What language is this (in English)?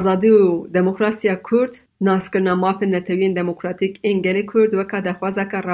Kurdish